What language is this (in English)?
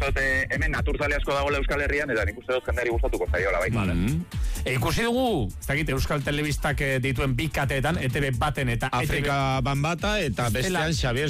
Basque